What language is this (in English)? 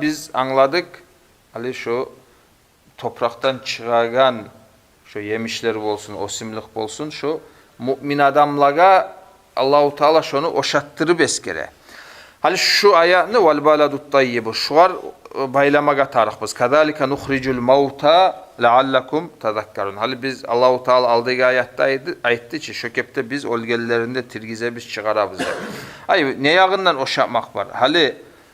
Kumyk